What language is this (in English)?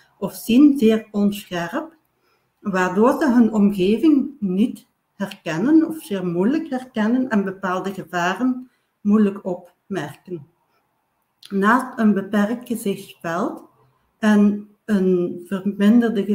Dutch